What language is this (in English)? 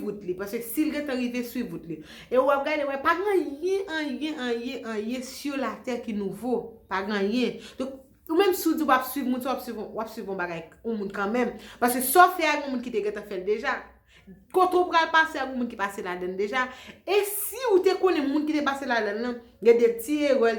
Haitian Creole